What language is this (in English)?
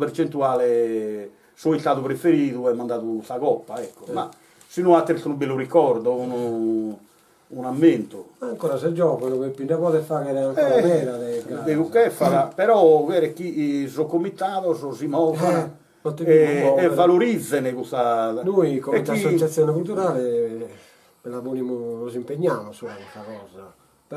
Sardinian